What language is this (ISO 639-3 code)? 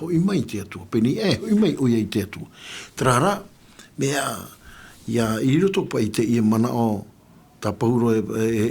tah